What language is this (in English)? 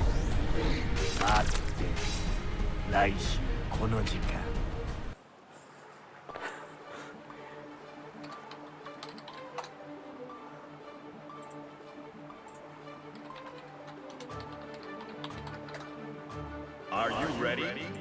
Japanese